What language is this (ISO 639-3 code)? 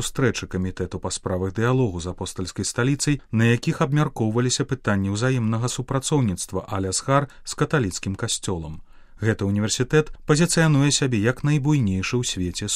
bel